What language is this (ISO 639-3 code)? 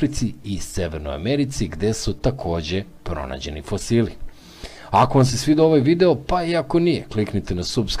srp